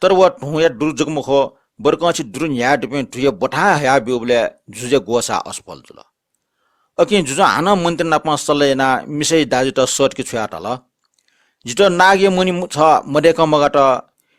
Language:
Newari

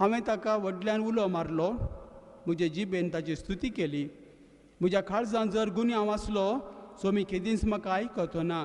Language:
Konkani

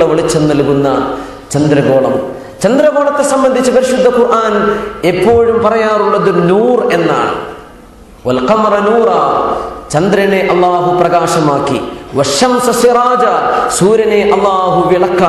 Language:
Malayalam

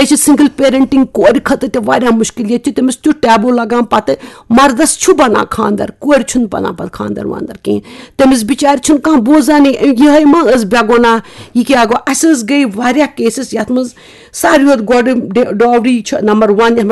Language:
Kashmiri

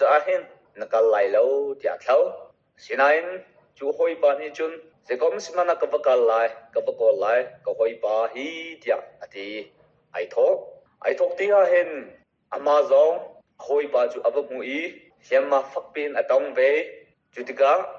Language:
Hakha Chin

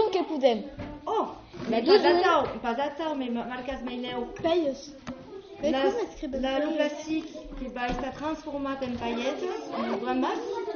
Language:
Occitan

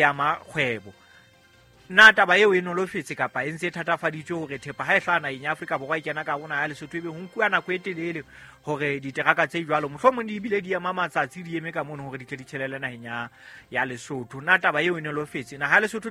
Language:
Southern Sotho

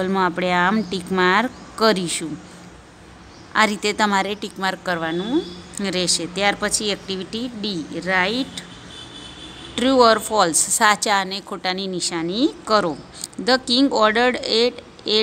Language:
Gujarati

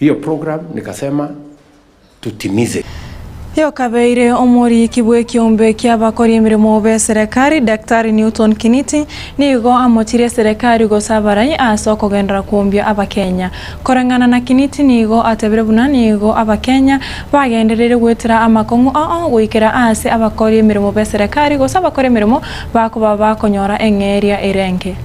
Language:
Gusii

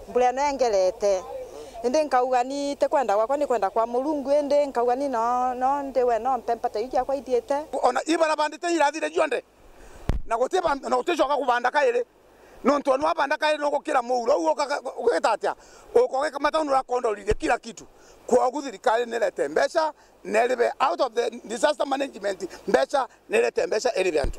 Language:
Meru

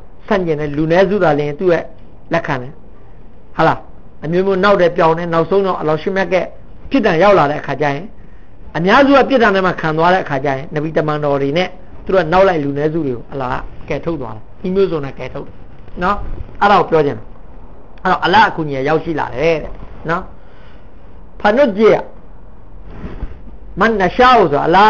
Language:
Burmese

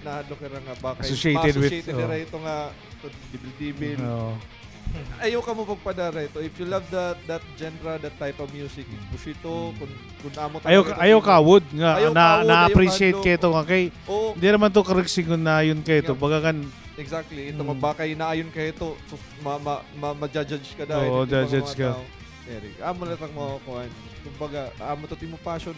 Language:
Waray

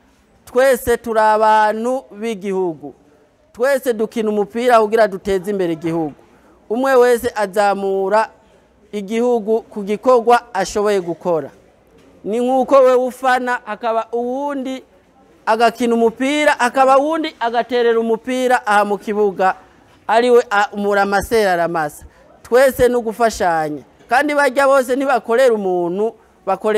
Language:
Rundi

